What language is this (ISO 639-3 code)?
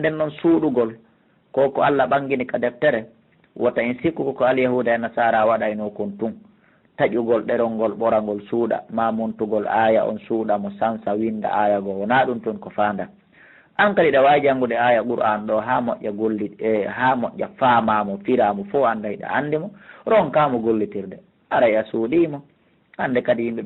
ful